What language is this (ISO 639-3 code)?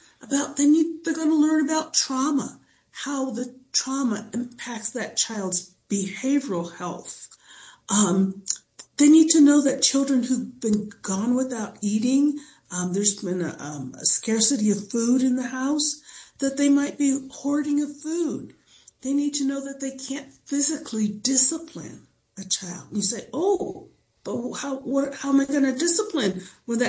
eng